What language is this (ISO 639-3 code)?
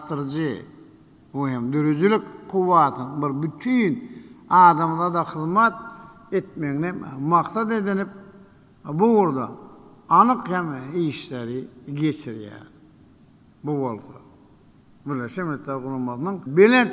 tuk